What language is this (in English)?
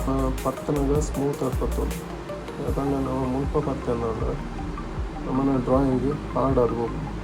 Tulu